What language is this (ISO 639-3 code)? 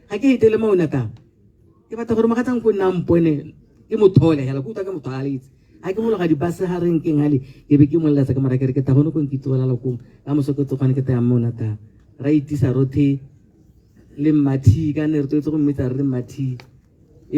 tsn